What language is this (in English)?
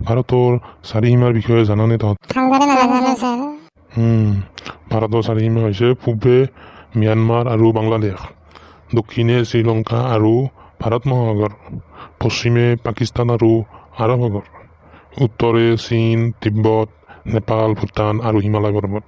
Assamese